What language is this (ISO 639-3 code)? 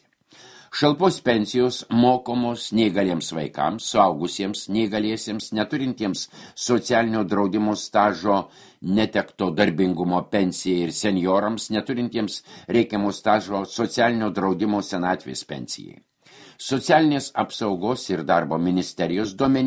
lit